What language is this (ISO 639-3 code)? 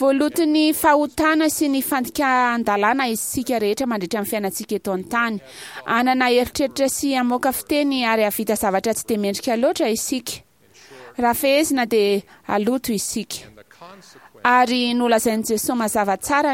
mlg